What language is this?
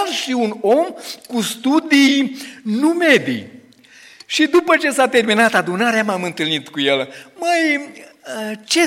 Romanian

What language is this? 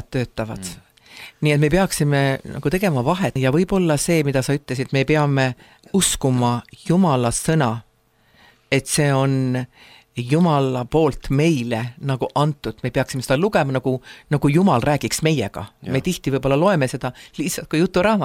Estonian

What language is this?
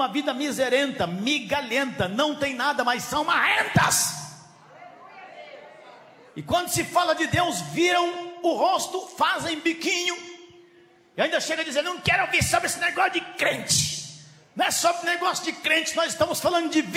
Portuguese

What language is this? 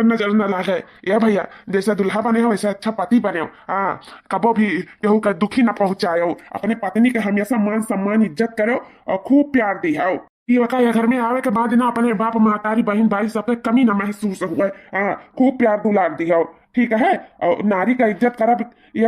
Awadhi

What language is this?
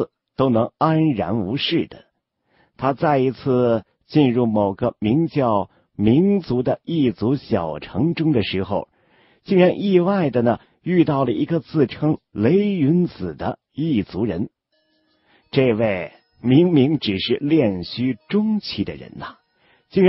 Chinese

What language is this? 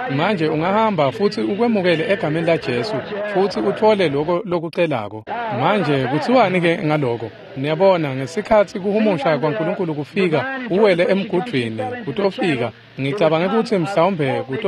Swati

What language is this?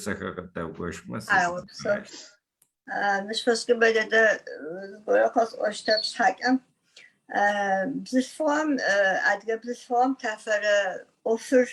Adyghe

